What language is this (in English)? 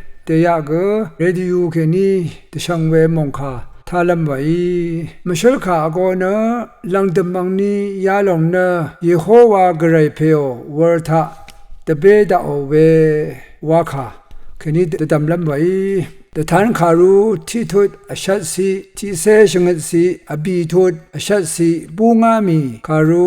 Rawang